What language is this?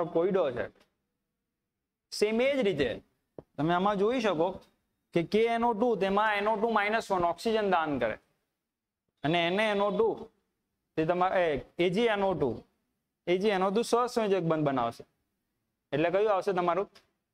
Gujarati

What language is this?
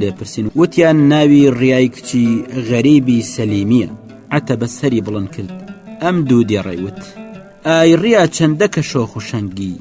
Central Kurdish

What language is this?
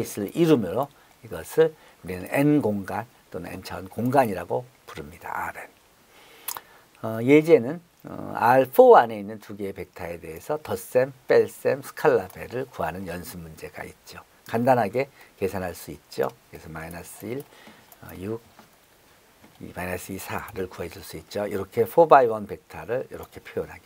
Korean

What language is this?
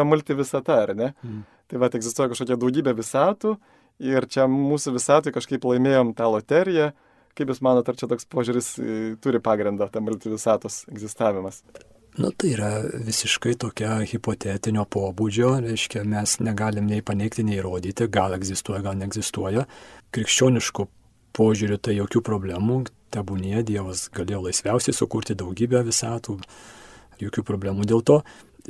Lithuanian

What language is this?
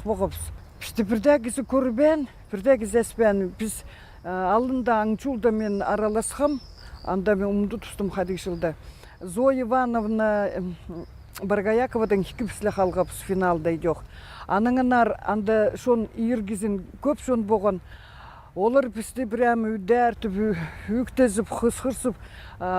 Khakas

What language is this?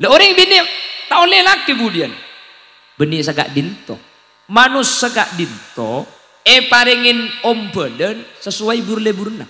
Madurese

